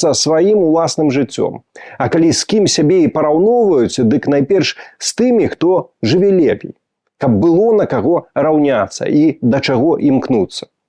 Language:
Belarusian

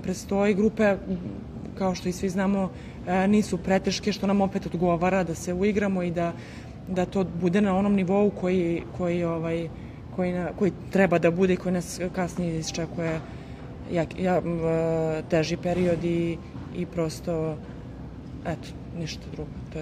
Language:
Serbian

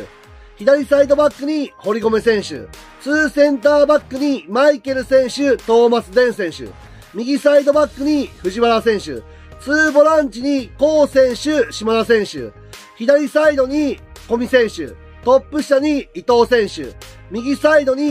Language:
Japanese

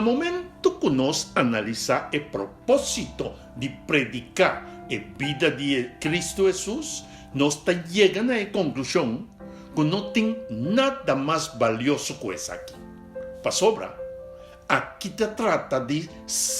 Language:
Papiamento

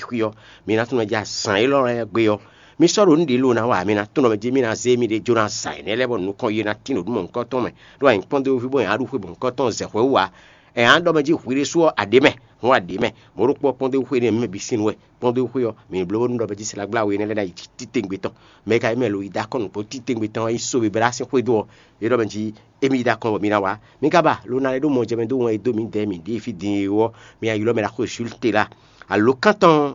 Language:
Fon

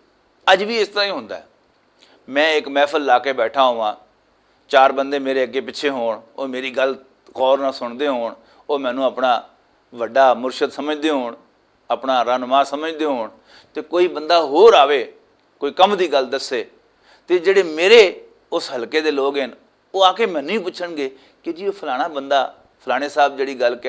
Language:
Western Panjabi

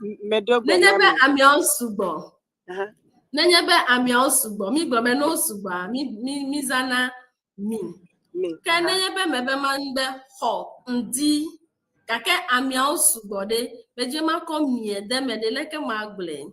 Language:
Ewe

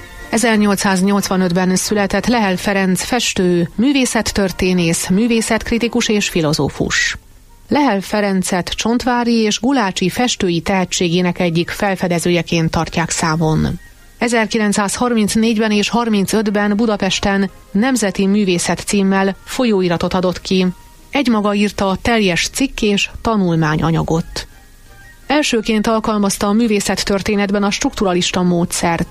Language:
Hungarian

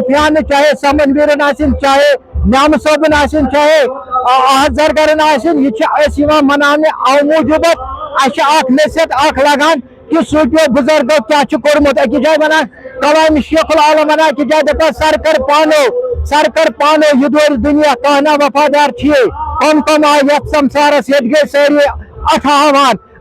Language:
Kashmiri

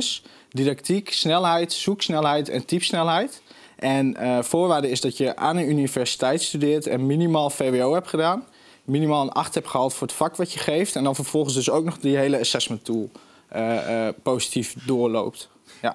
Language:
Dutch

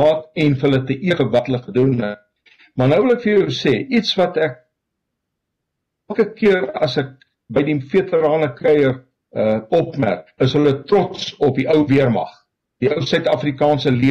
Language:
Afrikaans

